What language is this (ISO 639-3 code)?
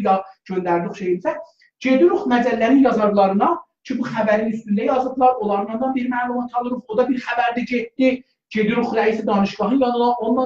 azb